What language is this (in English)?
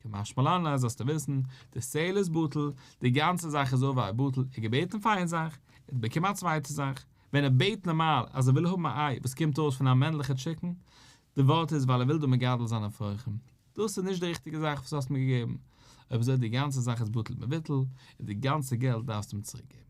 Yiddish